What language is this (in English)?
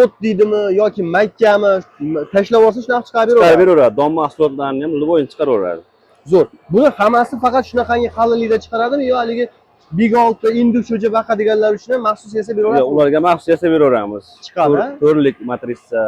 Uzbek